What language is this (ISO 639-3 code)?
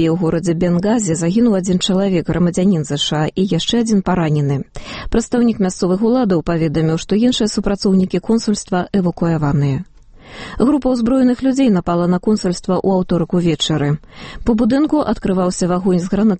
bel